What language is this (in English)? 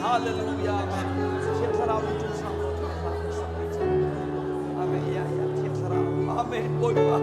Hakha Chin